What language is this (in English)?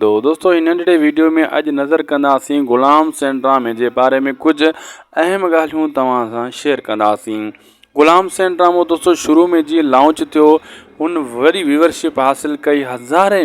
Sindhi